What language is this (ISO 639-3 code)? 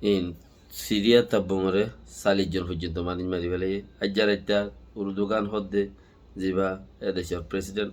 rhg